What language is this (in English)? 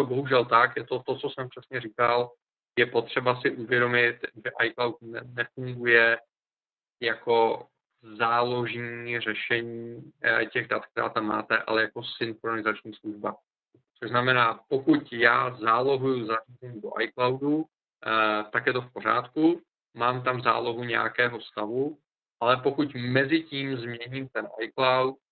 Czech